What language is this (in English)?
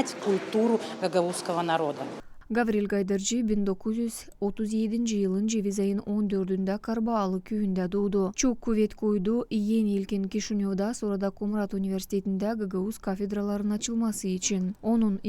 Gagauz